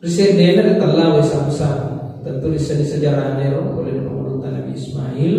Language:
Buginese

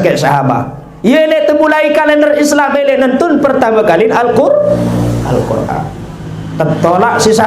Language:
Sasak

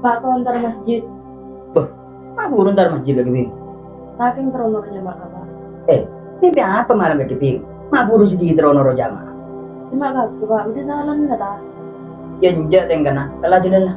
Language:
Madurese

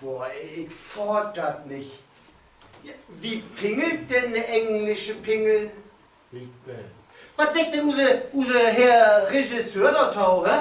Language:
Low German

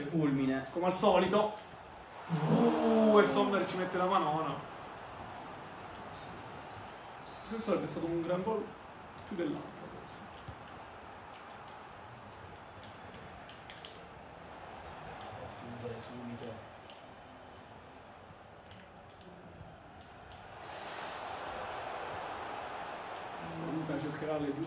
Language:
Italian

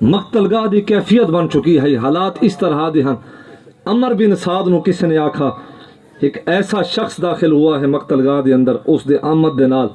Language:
Saraiki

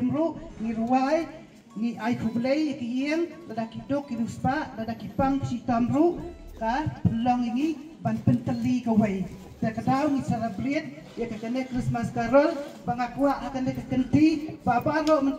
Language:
Khasi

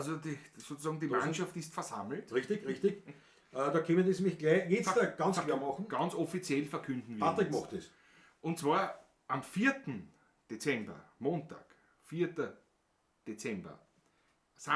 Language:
Bavarian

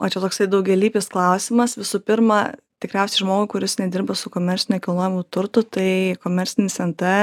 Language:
Lithuanian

